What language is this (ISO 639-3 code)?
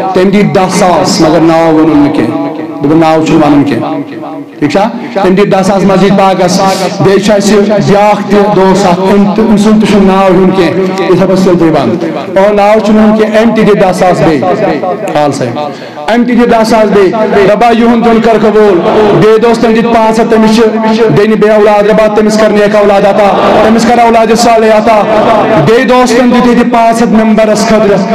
kas